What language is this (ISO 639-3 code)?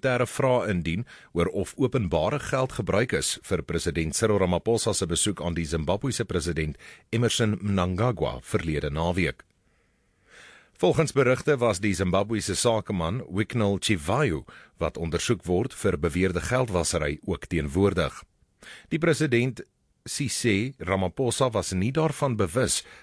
afr